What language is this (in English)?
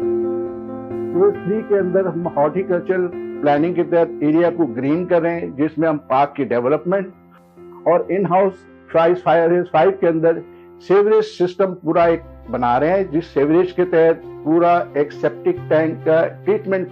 Urdu